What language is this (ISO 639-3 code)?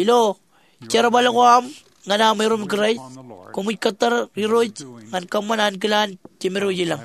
mah